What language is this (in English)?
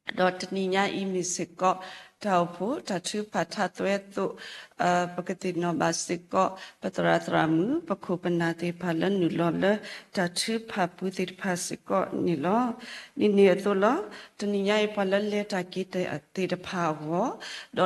S'gaw Karen